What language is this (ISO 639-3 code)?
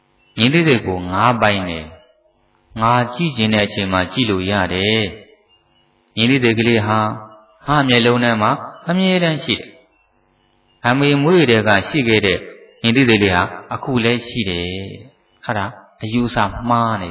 mya